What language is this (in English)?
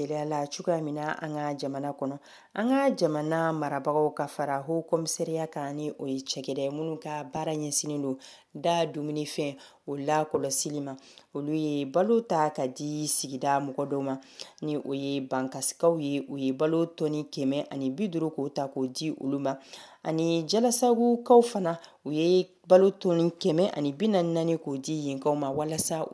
Bambara